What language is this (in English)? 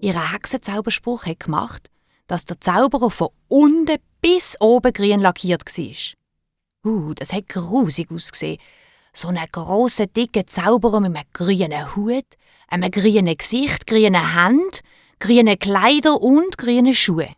Swiss German